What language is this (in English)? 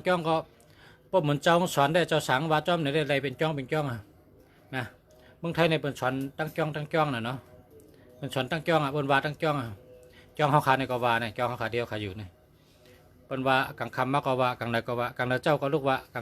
Shan